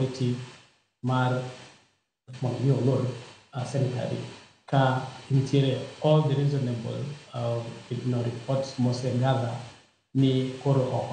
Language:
Luo (Kenya and Tanzania)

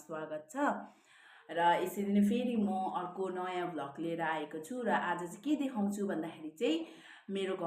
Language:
Nepali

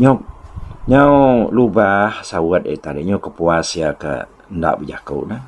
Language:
Iban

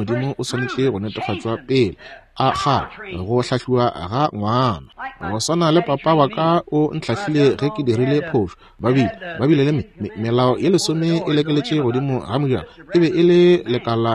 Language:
Northern Sotho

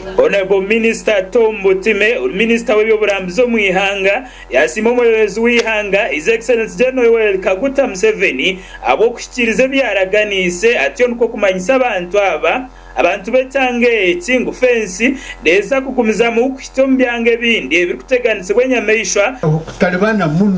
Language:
Nyankole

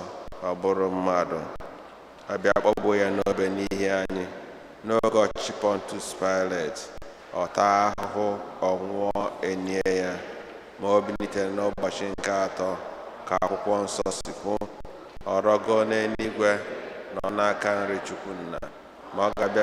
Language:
Igbo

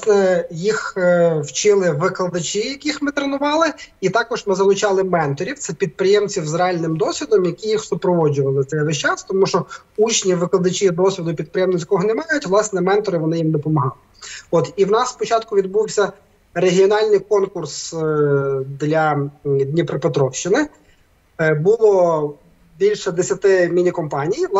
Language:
Ukrainian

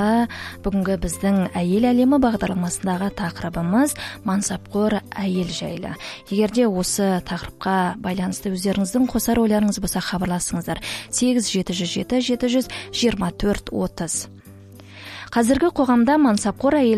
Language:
Kazakh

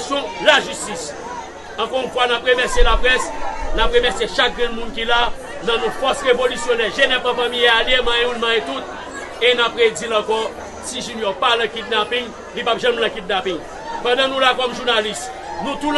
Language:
Haitian Creole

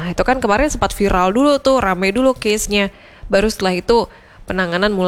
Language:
Indonesian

